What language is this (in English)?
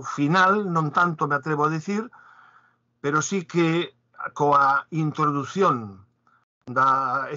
Galician